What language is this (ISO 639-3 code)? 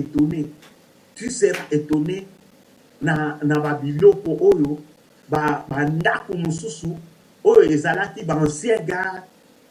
lin